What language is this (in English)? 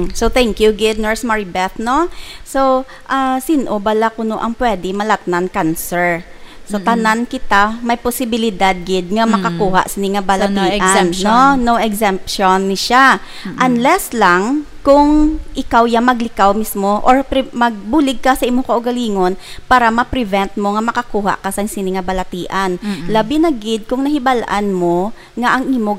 Hiligaynon